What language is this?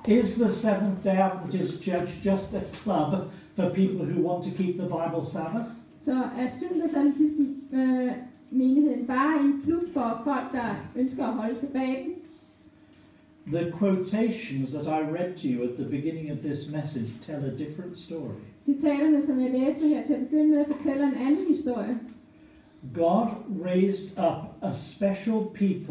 Danish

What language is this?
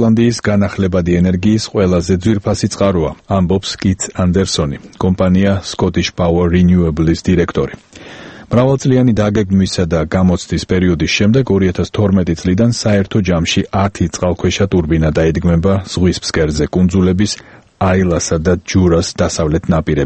Georgian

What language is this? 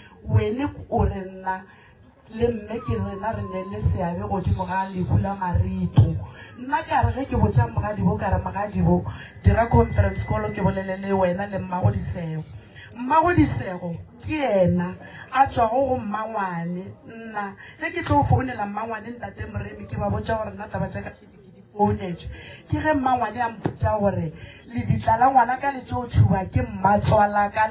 Northern Sotho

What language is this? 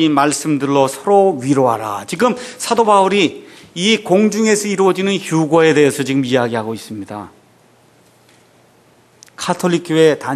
Korean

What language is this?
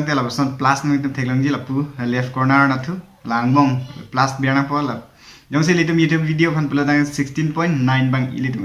Karbi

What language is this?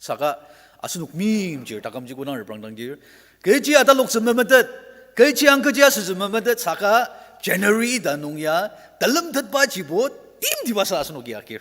Ao Naga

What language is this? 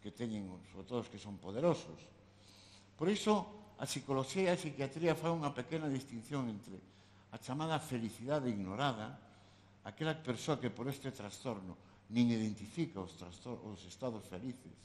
Galician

